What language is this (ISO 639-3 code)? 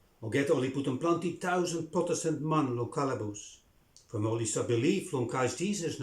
bis